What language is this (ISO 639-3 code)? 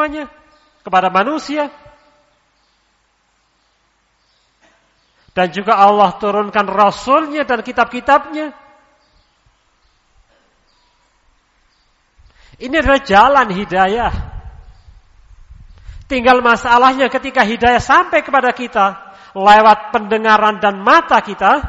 ind